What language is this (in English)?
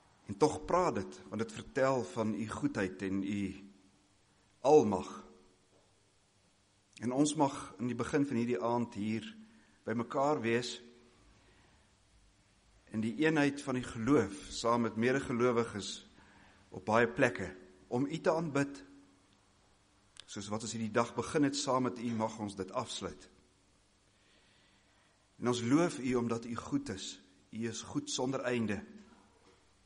Afrikaans